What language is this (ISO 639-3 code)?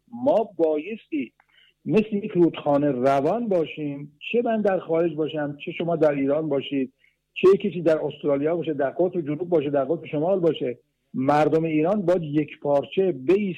fas